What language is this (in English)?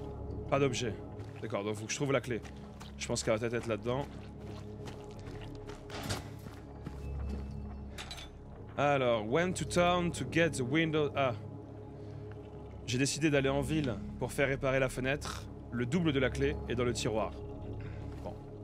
French